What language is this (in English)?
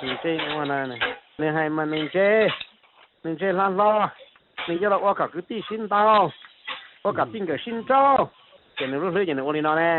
Hmong